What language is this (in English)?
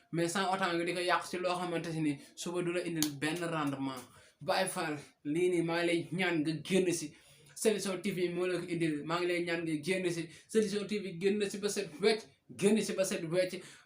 Wolof